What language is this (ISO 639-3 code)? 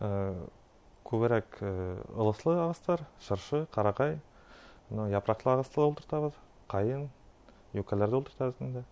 bak